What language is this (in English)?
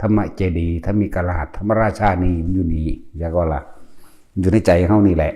Northeastern Thai